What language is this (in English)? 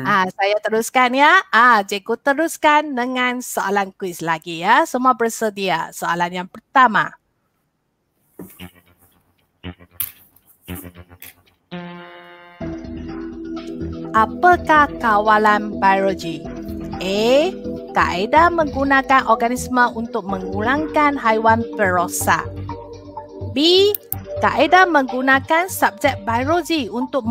Malay